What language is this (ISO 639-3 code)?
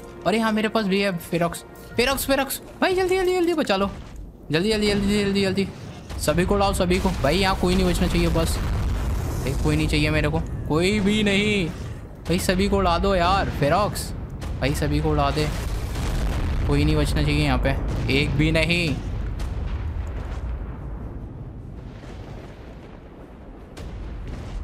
hin